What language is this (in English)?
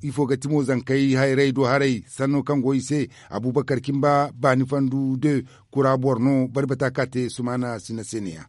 Zarma